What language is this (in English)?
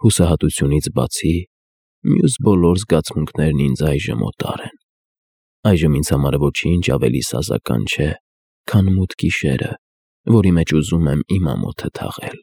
Armenian